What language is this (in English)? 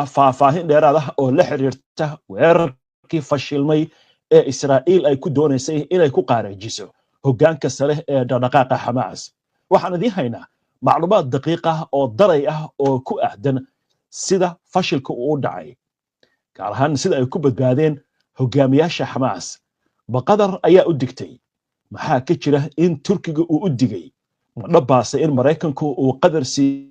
Somali